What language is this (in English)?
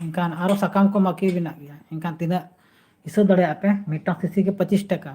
Santali